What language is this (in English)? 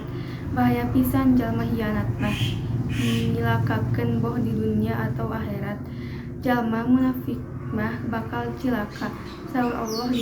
Sundanese